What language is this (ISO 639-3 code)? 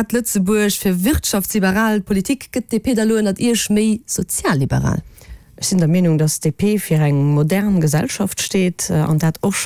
ltz